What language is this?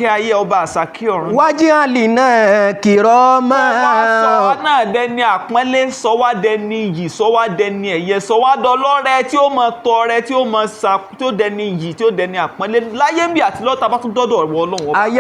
Yoruba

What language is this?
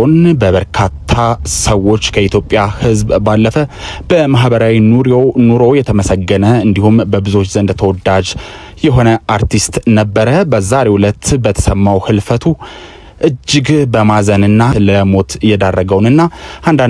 Amharic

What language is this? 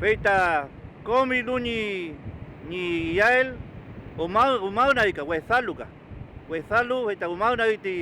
Mapuche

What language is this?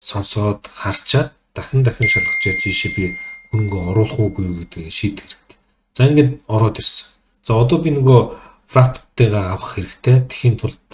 Mongolian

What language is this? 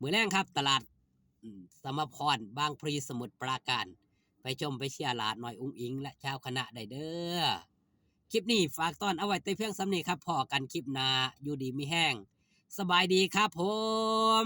Northeastern Thai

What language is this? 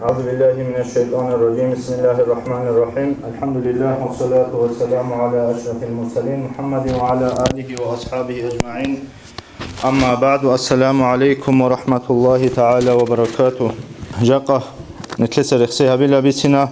Avaric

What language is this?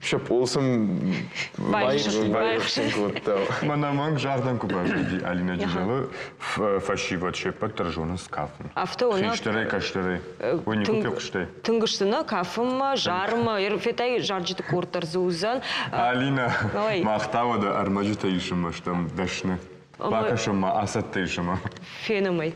Ossetic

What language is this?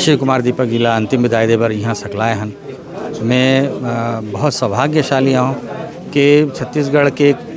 Chhattisgarhi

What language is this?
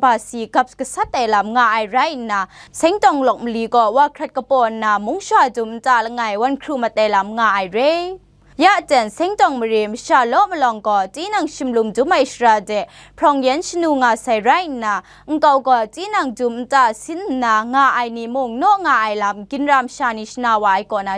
Kachin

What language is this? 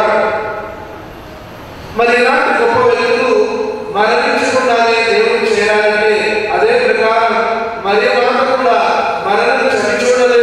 Telugu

